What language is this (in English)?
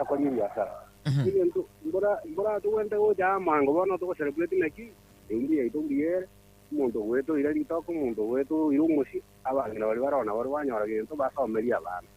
Gusii